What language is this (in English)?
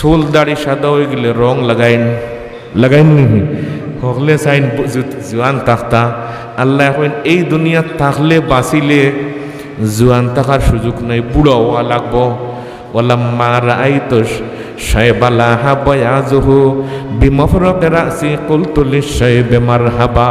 Sylheti